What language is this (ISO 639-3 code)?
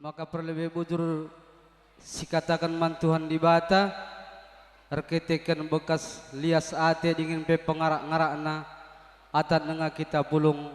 btx